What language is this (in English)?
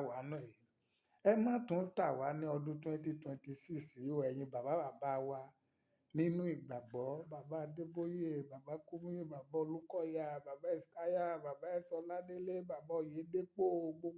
Yoruba